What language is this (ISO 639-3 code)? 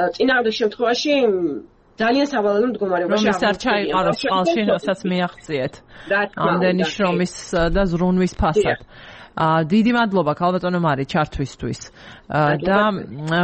kat